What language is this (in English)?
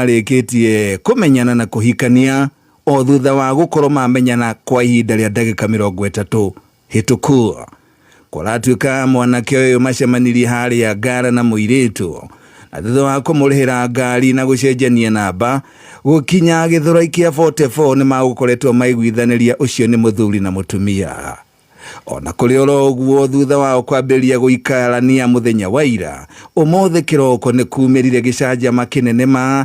Kikuyu